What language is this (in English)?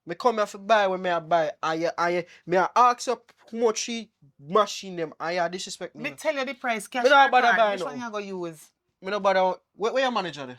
Jamaican Creole English